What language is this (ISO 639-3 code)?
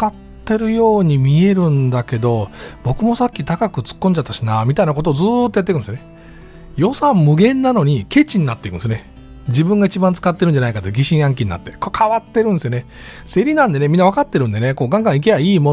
jpn